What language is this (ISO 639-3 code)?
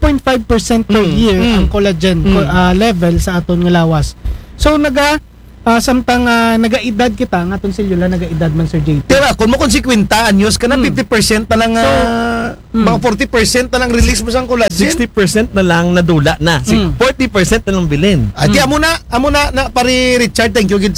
akl